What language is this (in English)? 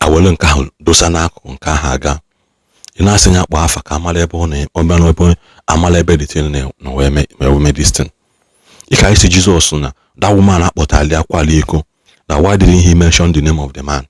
Igbo